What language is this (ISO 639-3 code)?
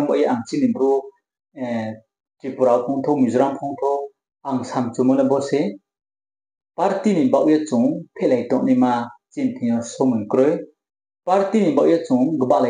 ria